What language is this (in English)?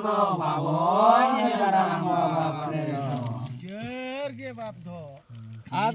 Santali